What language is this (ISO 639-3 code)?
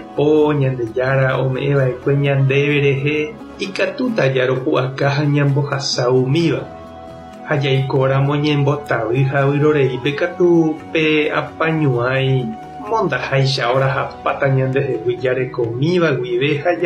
grn